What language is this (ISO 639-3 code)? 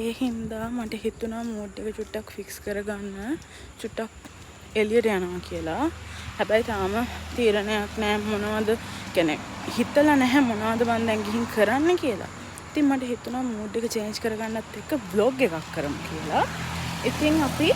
sin